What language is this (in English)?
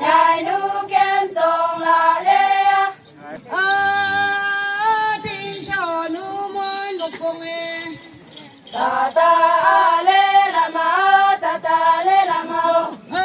Wancho Naga